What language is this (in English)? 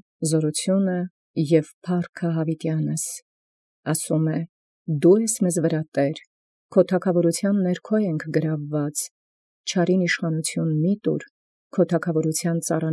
Armenian